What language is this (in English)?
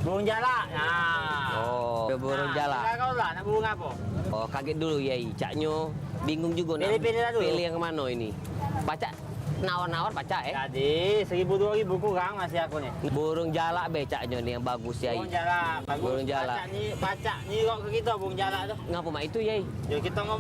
Musi